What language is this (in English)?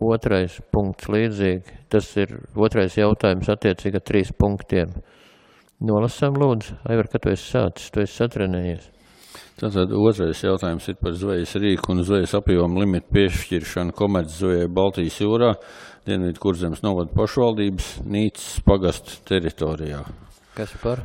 Latvian